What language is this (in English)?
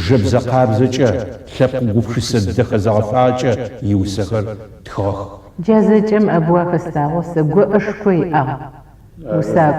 Adyghe